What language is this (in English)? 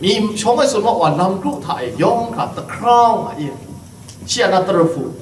Kachin